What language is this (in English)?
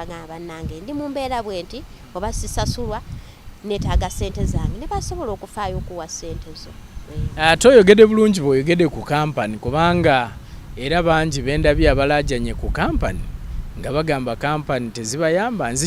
Ganda